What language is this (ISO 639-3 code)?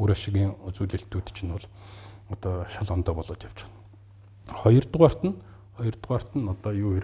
mon